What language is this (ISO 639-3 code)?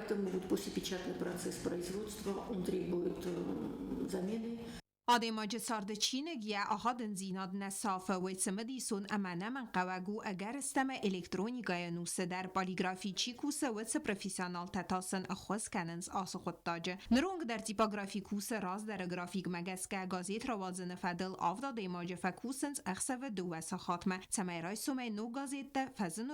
oss